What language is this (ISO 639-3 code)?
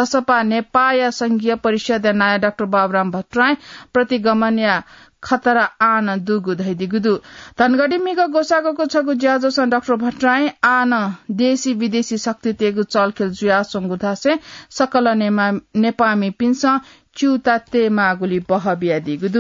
new